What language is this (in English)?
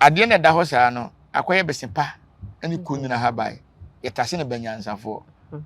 Akan